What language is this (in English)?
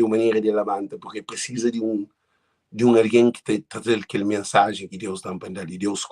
Kabuverdianu